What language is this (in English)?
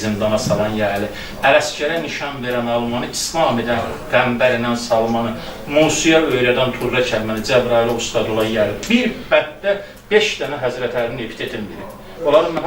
Azerbaijani